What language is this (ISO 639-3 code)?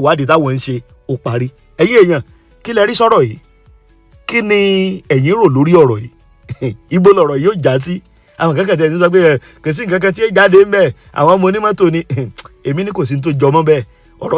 yor